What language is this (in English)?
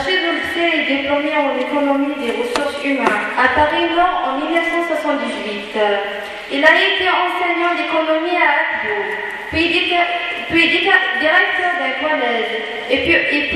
Kabyle